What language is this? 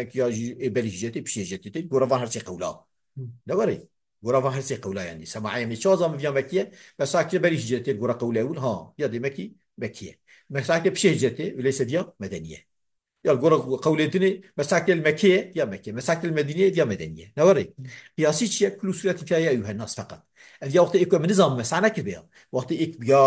Kurdish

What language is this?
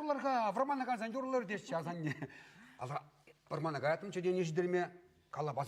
Chuvash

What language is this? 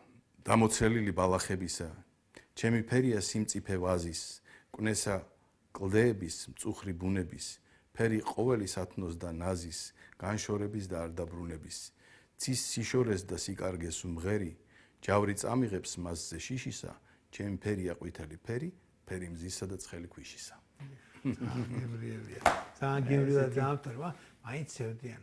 Georgian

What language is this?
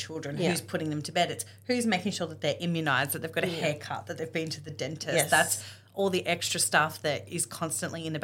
English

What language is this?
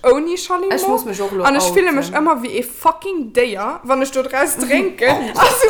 Luxembourgish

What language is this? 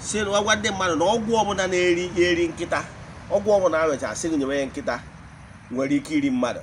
Igbo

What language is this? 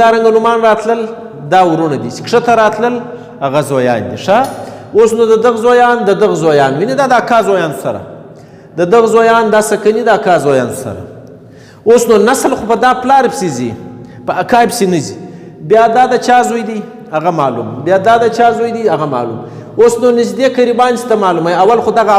Pashto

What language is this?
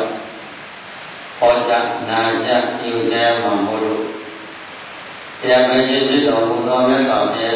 Burmese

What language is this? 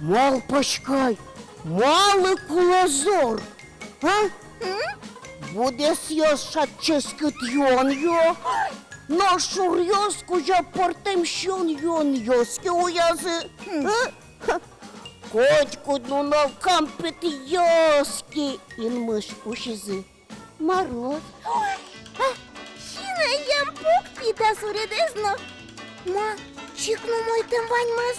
Udmurt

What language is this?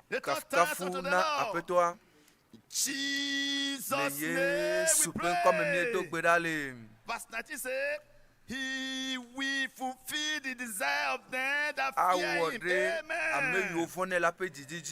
Ewe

